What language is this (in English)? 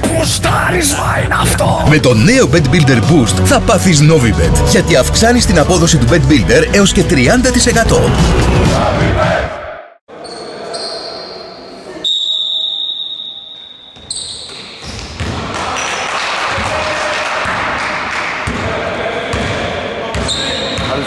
Greek